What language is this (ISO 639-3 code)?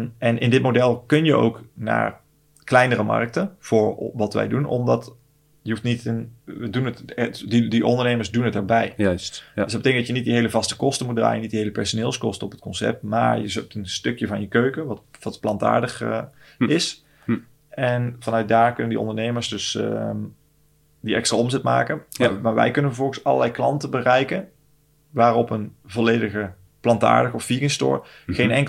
nld